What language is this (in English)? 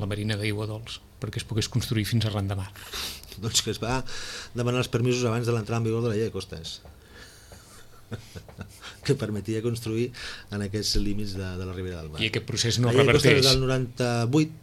Catalan